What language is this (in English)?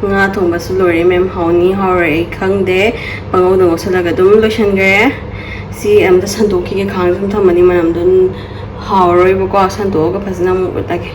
Manipuri